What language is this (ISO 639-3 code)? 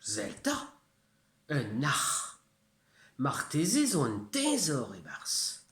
bre